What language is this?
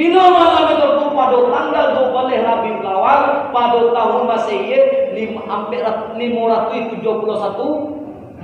Minangkabau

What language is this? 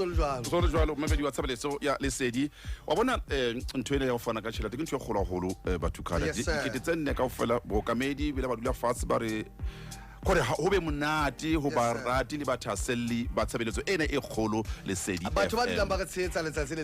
Southern Sotho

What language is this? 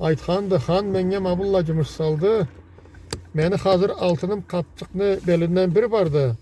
Karachay-Balkar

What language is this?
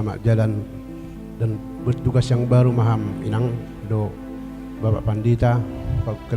Batak Simalungun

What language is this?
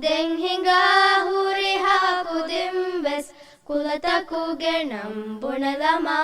Divehi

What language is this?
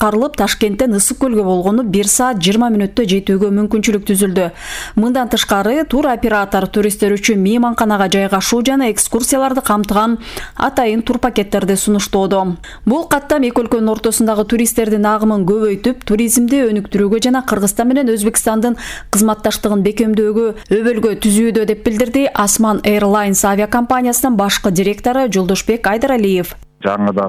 Kyrgyz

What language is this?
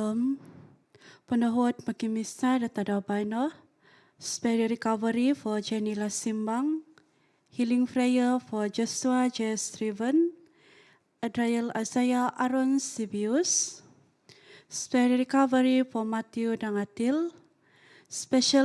Central Dusun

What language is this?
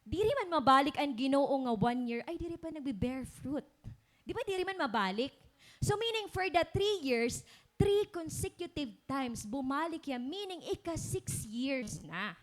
Waray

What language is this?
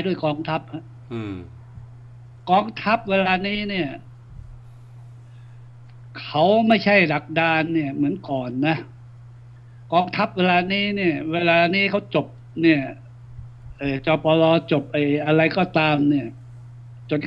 Thai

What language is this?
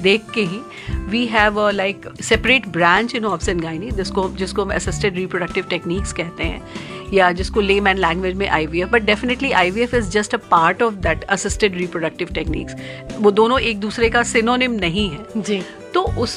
Hindi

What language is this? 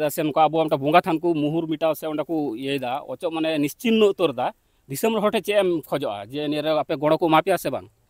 Santali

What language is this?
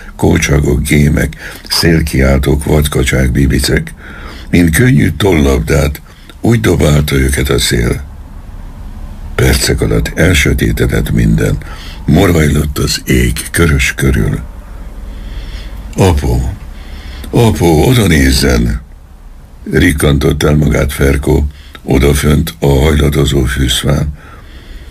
Hungarian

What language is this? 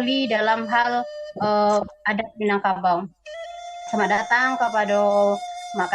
Minangkabau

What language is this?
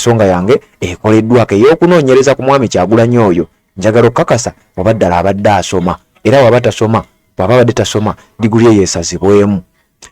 Ganda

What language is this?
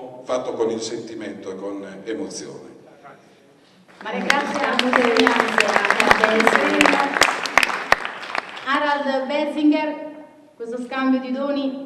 Italian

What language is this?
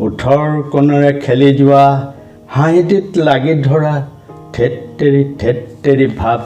Assamese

